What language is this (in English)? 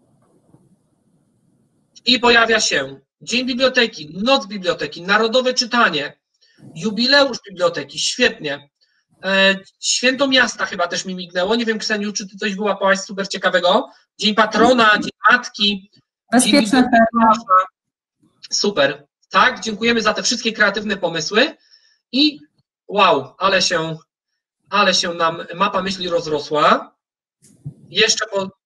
Polish